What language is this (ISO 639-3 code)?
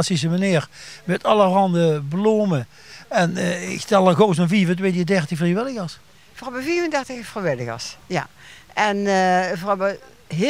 lim